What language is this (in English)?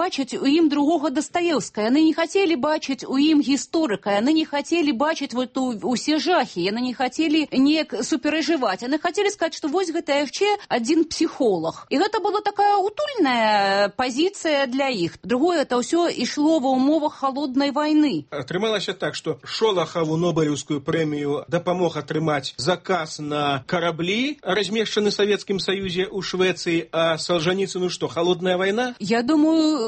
Belarusian